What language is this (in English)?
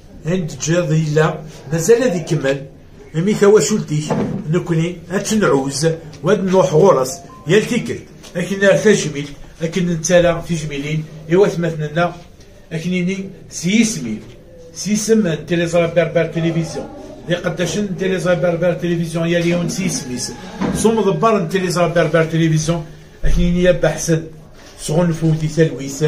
Kabyle